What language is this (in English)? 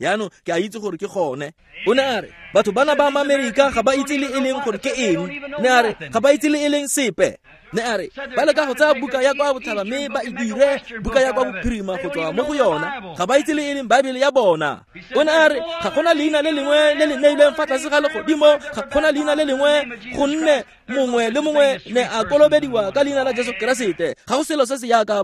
Tswana